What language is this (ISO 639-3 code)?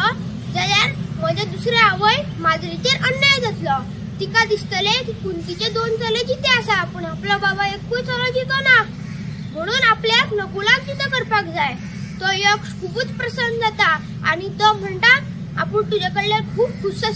kok